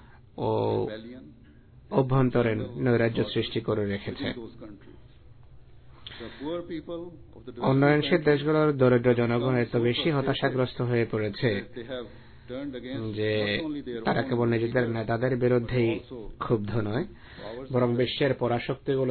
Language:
Bangla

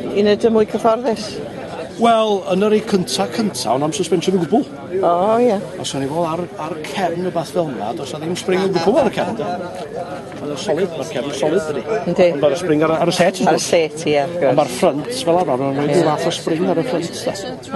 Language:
Welsh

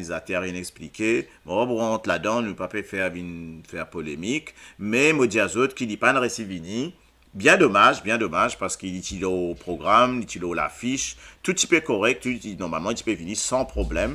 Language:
Morisyen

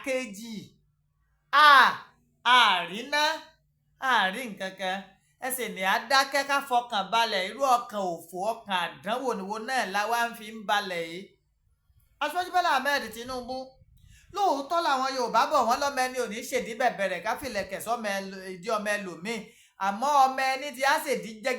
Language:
Yoruba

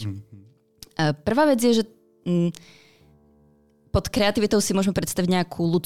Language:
Slovak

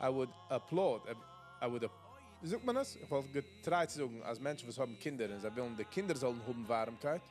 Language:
Yiddish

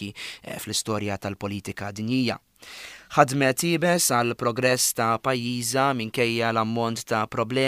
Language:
Maltese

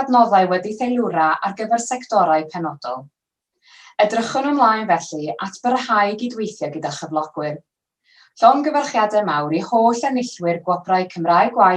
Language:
Welsh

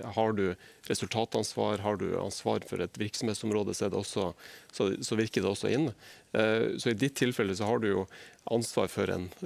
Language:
Norwegian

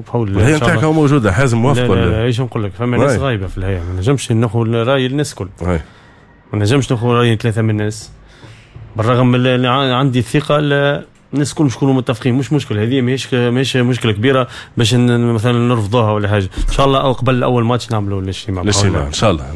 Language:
Tunisian Arabic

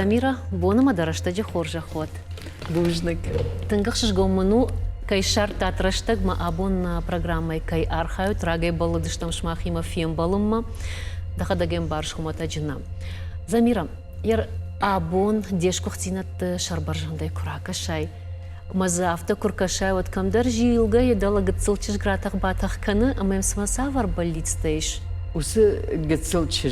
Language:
Ossetic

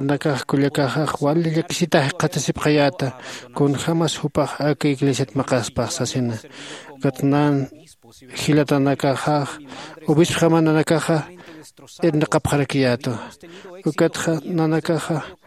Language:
Aymara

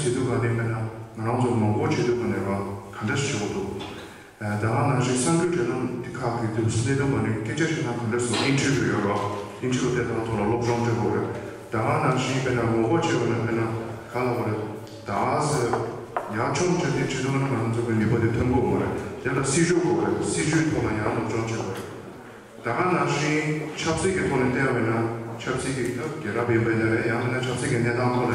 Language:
Tibetan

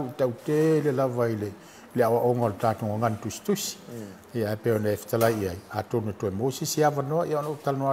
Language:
Samoan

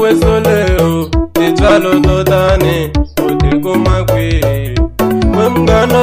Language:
Tsonga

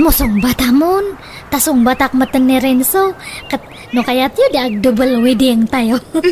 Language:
Iloko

